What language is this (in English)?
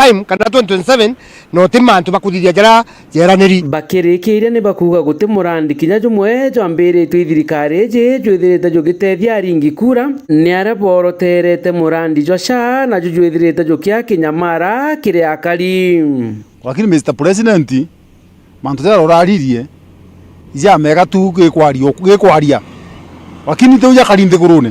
Meru